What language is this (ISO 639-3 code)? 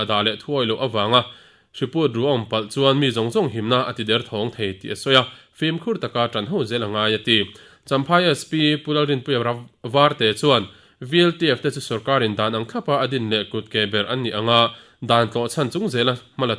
lus